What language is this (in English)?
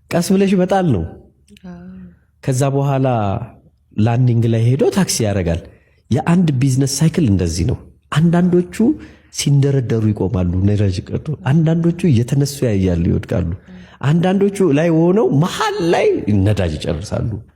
Amharic